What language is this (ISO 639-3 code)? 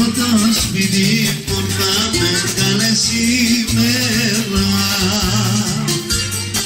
ell